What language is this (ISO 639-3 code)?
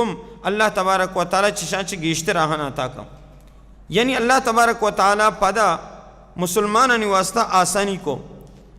bal